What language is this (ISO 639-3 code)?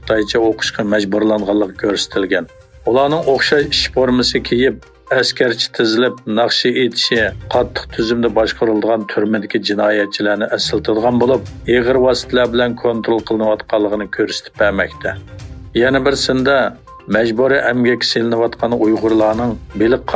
uig